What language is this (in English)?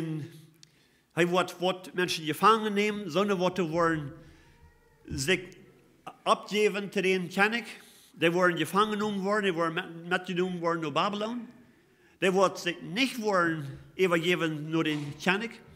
Plautdietsch